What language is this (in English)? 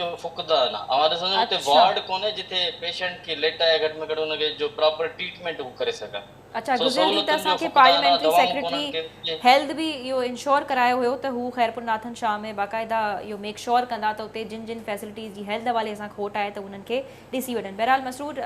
Sindhi